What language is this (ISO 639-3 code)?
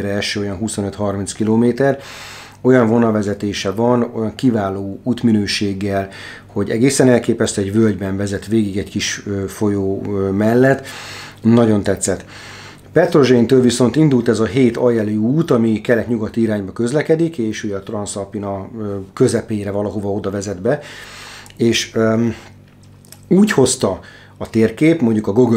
hun